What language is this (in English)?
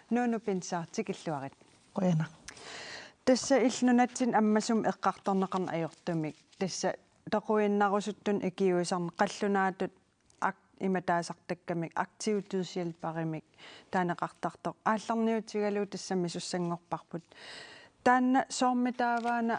Kalaallisut